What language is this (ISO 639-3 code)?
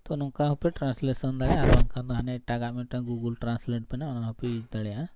sat